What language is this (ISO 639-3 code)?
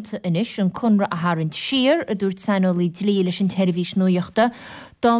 gle